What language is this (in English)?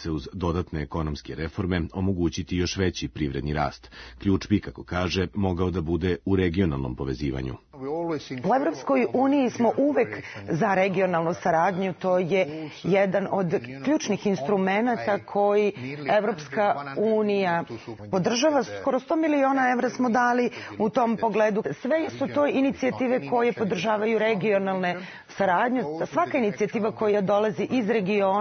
Serbian